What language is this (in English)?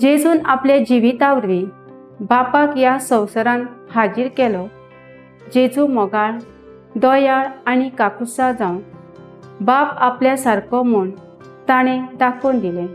Konkani